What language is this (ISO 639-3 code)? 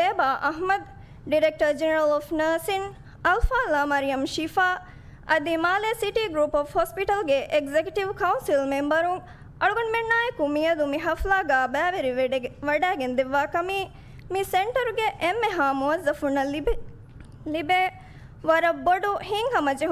div